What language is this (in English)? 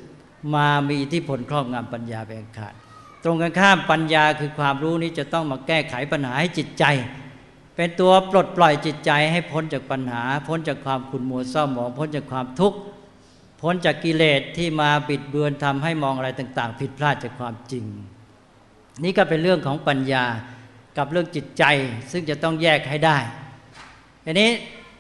Thai